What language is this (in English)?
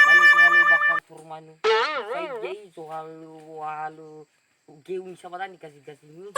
Nias